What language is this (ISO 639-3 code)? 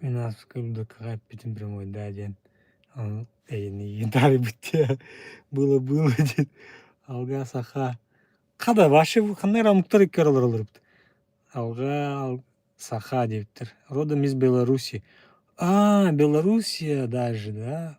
sah